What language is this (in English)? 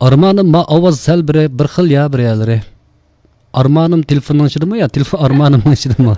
Uyghur